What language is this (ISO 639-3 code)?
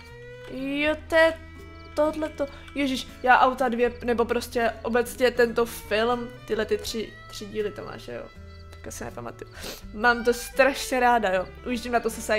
ces